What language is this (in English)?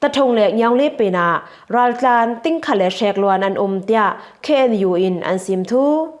Falam Chin